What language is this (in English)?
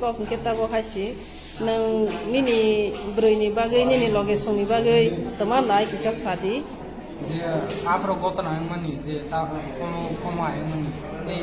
Riang (India)